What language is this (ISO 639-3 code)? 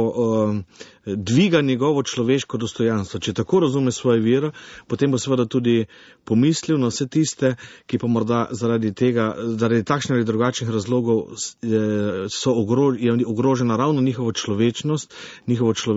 slv